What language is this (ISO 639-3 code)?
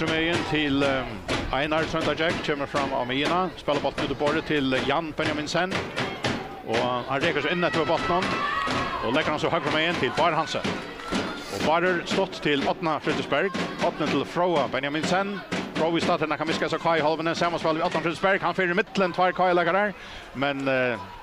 fao